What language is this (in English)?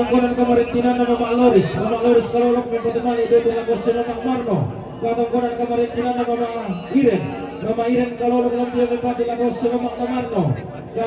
Toraja-Sa'dan